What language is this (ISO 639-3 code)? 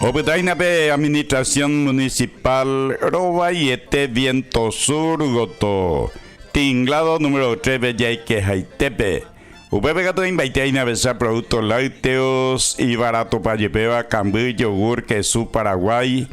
grn